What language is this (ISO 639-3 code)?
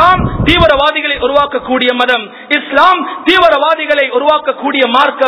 tam